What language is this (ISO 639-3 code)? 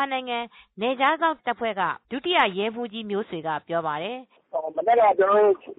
mya